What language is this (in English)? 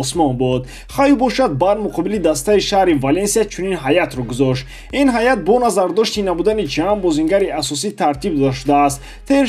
Tajik